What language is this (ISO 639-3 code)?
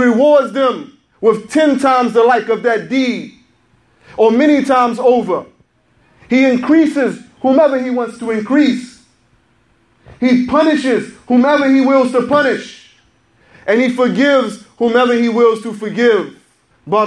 eng